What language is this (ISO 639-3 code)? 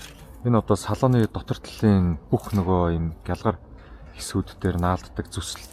mon